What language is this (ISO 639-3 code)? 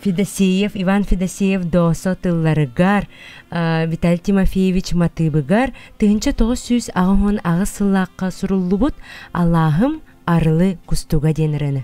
sah